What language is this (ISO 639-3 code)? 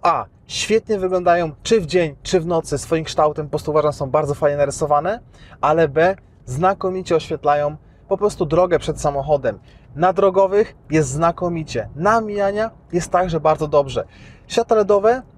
pol